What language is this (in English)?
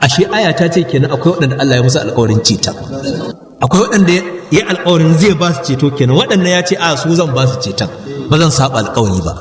Hausa